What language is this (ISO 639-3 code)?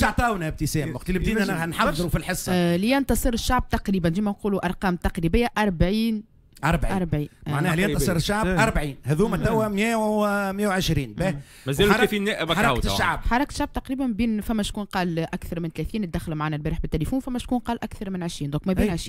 aeb